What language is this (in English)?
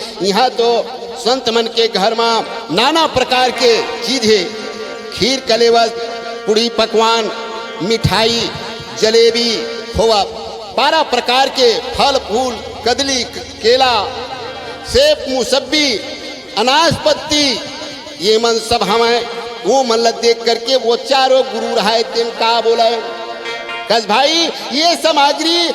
Chhattisgarhi